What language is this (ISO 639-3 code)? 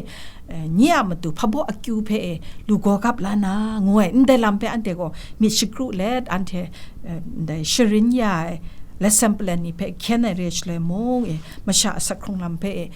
kac